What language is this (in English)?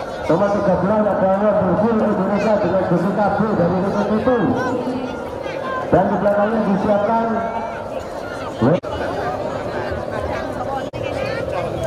Indonesian